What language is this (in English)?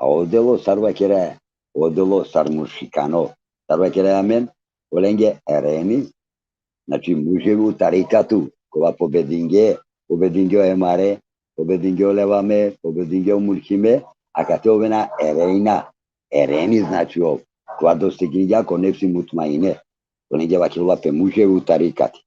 Balkan Romani